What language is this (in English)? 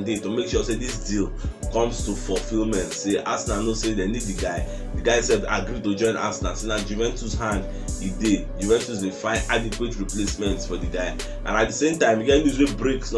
Nigerian Pidgin